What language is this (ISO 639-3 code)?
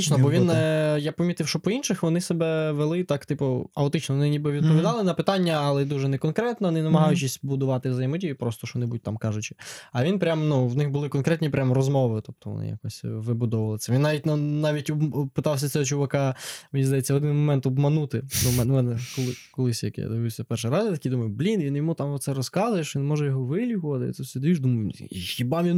ukr